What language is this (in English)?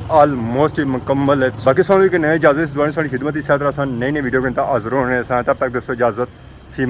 Pahari-Potwari